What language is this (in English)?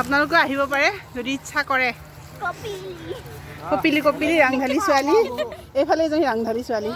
Assamese